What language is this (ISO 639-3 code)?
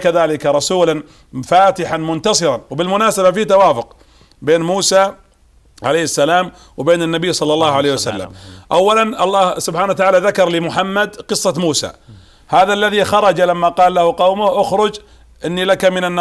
ara